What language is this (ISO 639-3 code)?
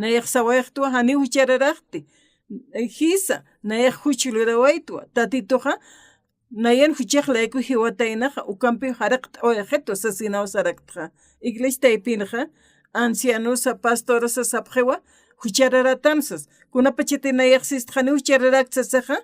aym